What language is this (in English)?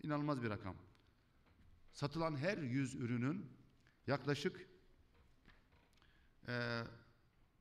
Turkish